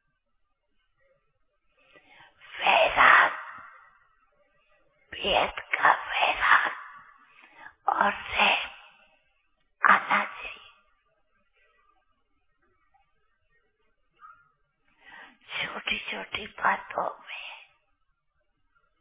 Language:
Hindi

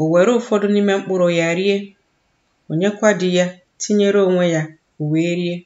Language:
Igbo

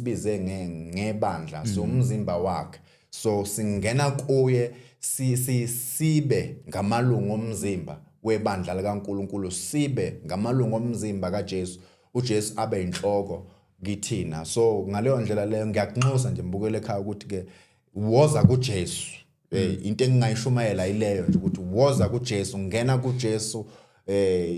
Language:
Zulu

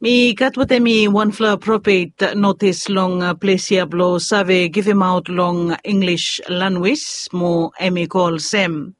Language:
Bislama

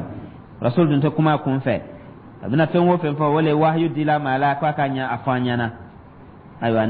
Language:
Dyula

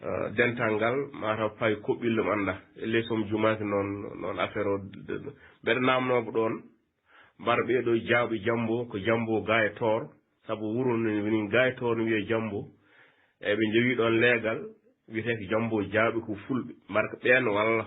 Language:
Fula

